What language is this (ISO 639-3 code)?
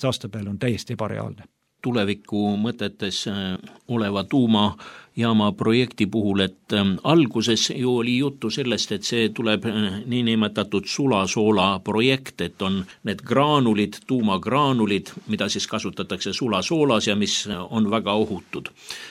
est